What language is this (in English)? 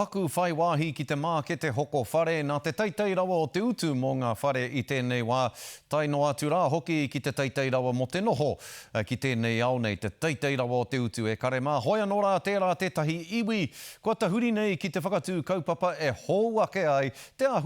Māori